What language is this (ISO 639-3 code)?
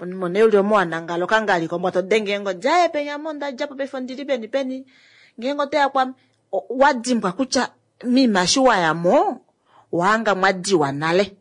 kua